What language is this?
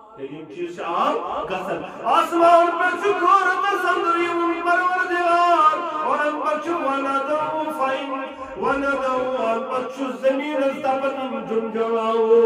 Kashmiri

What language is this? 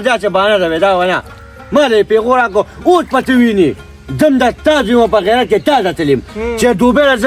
Pashto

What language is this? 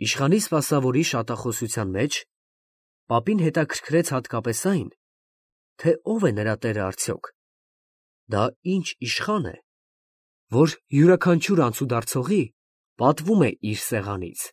Armenian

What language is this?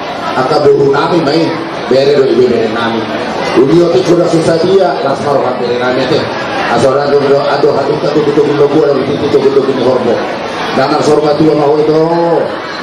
Batak Toba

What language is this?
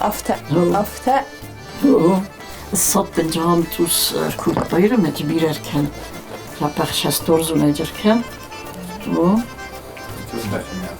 Ossetic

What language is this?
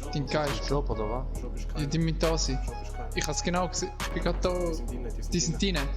Swiss German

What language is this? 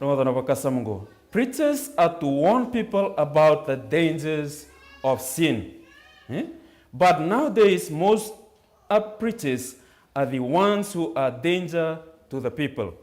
Fijian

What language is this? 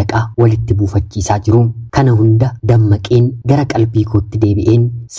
Oromo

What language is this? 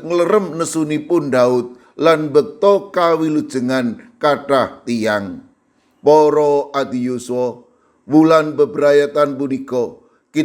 Javanese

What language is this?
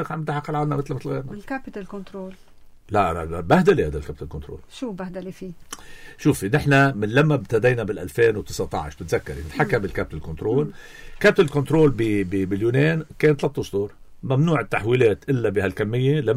North Levantine Arabic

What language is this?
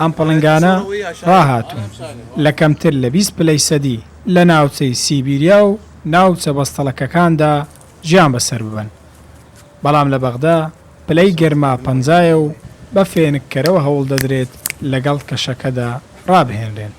Central Kurdish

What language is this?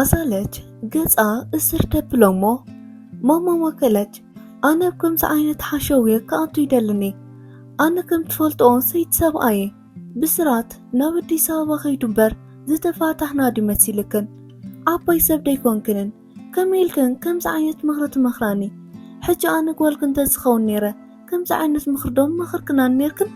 Tigrinya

